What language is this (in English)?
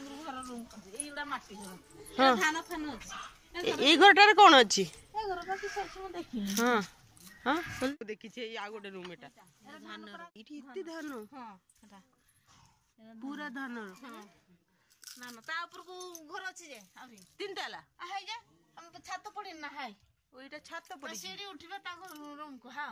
Odia